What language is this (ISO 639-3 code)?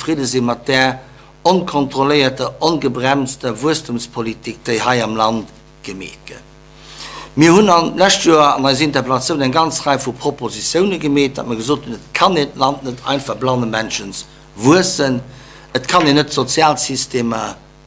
ltz